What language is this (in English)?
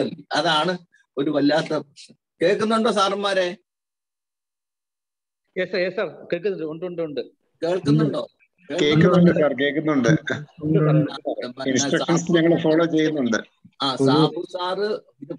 Malayalam